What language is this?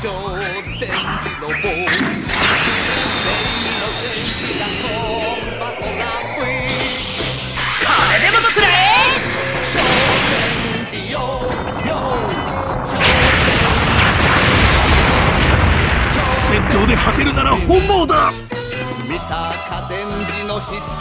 Japanese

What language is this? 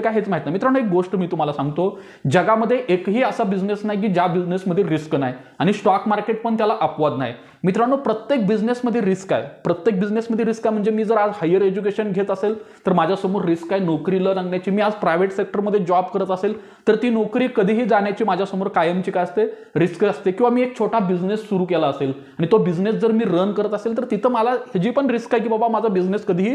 Marathi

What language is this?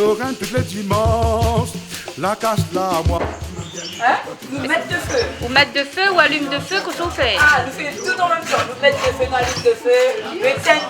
Réunion Creole French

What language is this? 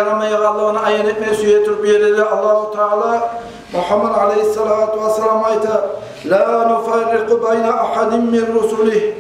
Kumyk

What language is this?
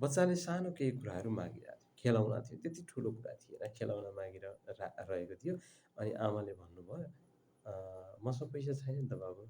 Nepali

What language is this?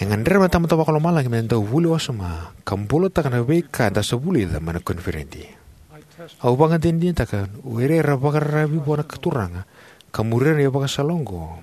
Fijian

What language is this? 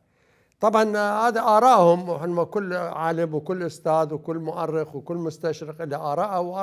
Mesopotamian Arabic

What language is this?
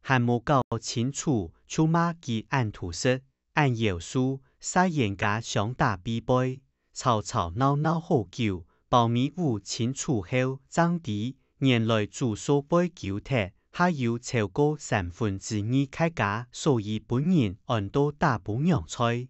Hakka Chinese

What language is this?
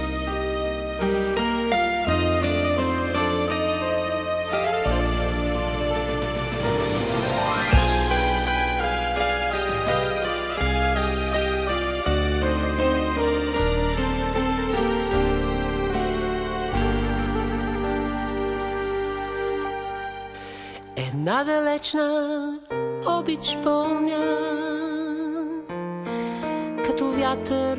Bulgarian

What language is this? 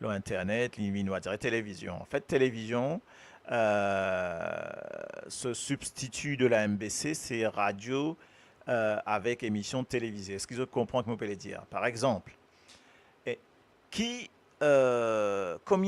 Morisyen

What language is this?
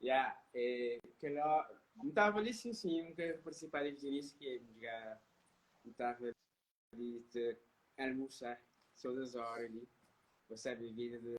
Kabuverdianu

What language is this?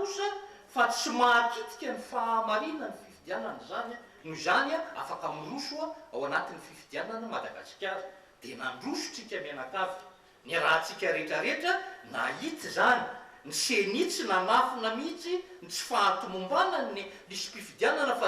Malagasy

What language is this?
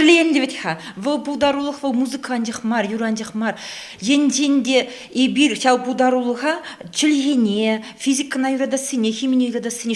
Chuvash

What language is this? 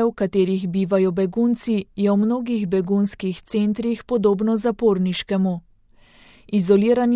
Slovenian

